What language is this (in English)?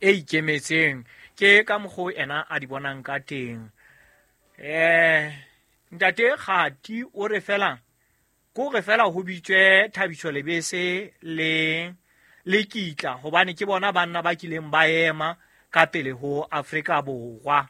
Southern Sotho